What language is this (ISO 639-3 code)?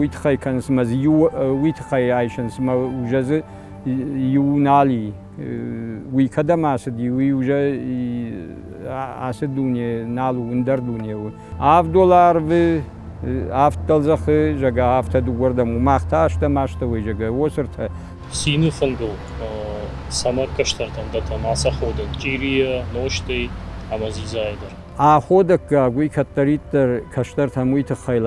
oss